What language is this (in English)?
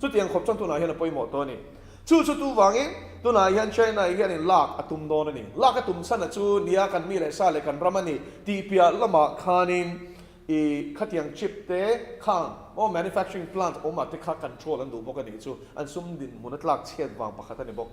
Mizo